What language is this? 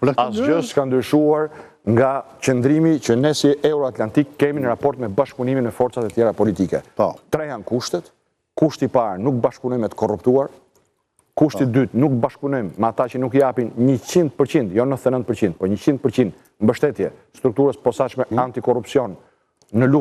Albanian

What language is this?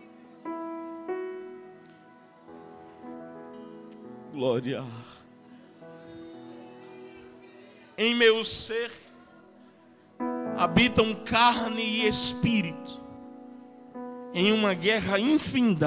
Portuguese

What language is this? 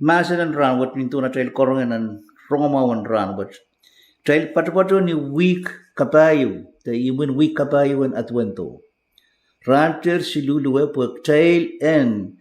Pohnpeian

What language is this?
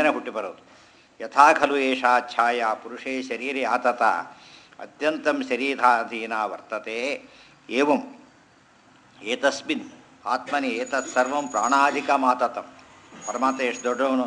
Kannada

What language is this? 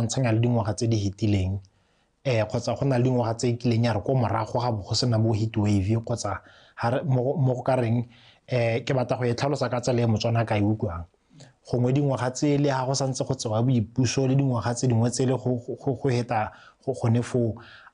Tswana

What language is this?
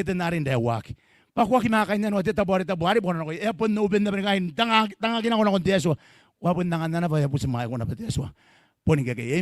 Gilbertese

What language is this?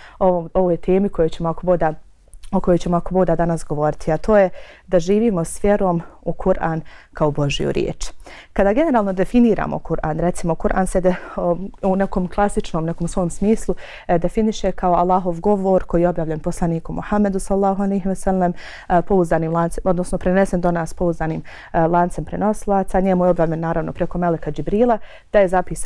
Bosnian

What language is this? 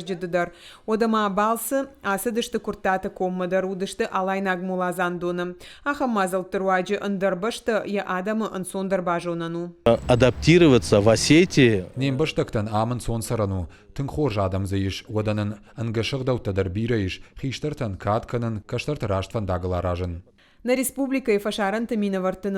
Ossetic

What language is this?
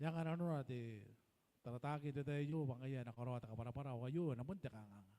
Gilbertese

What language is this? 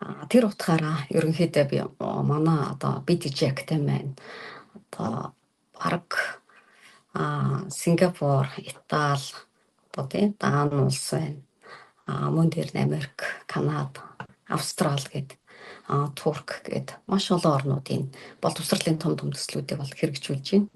Mongolian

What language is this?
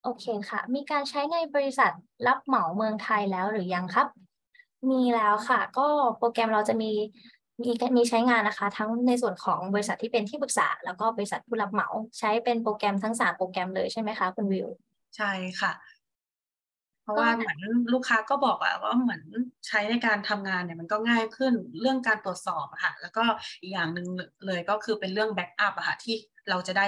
Thai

